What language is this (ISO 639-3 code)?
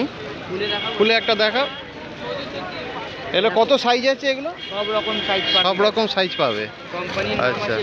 ben